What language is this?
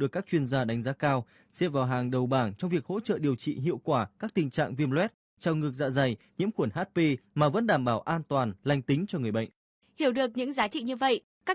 Vietnamese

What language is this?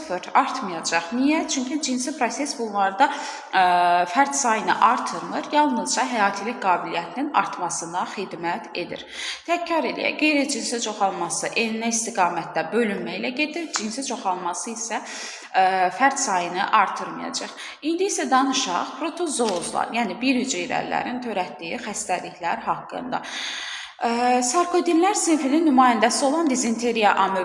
Azerbaijani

